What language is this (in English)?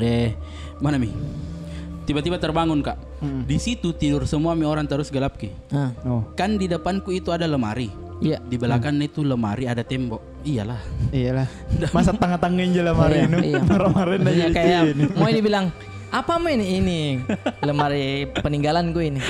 Makassar Malay